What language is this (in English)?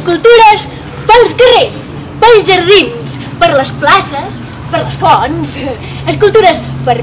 Catalan